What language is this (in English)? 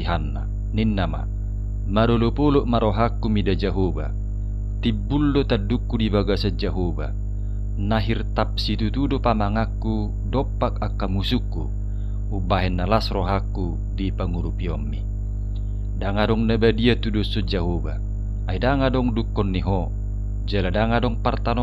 Batak Toba